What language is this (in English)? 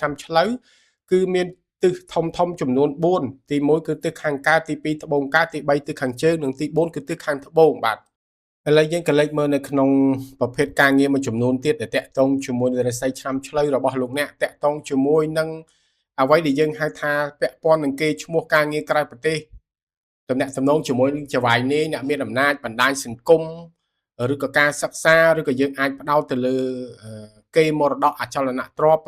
Khmer